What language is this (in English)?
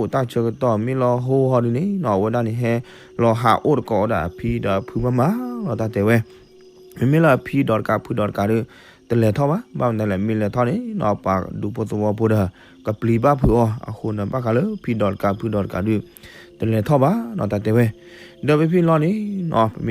S'gaw Karen